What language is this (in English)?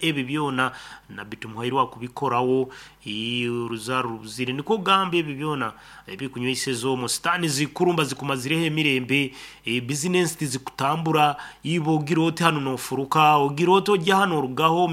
Nyankole